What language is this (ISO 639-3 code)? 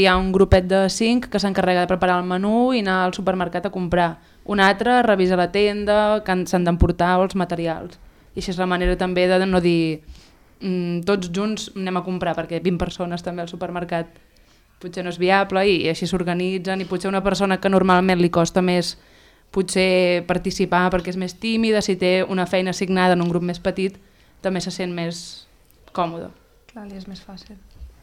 cat